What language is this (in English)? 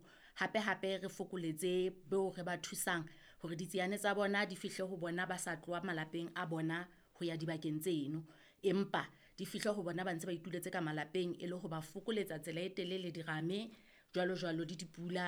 Southern Sotho